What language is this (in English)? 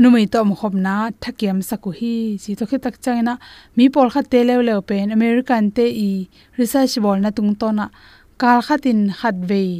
Tedim Chin